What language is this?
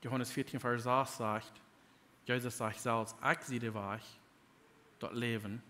Plautdietsch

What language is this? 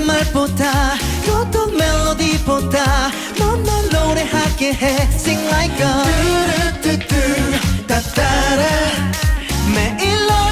Korean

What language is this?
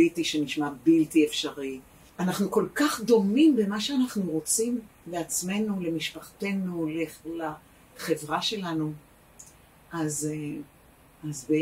Hebrew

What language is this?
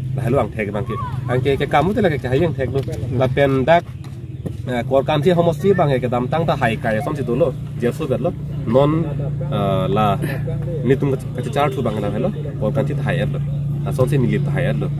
Karbi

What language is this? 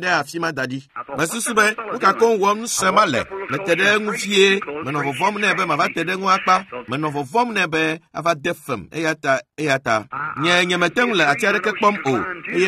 Ewe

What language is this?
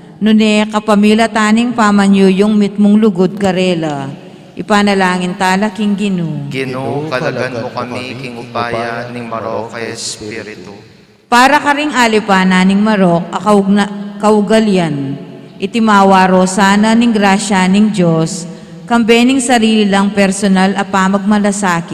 Pampanga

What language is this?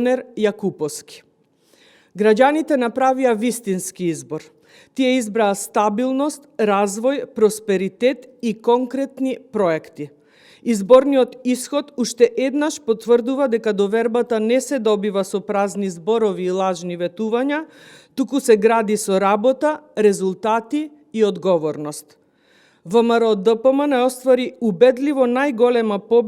Macedonian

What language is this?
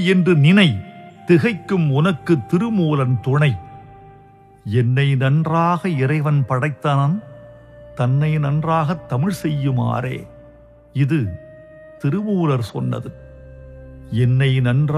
Tamil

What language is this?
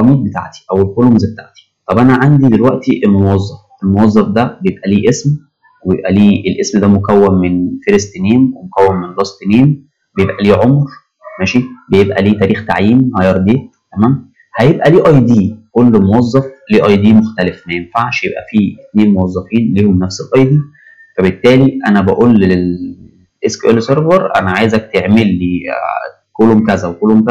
Egyptian Arabic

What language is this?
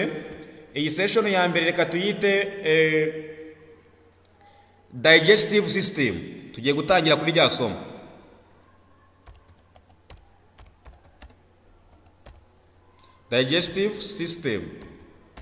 Kinyarwanda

